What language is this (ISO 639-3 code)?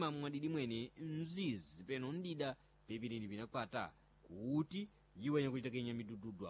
seh